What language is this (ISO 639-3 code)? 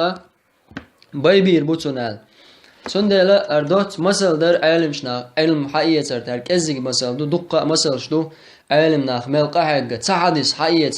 che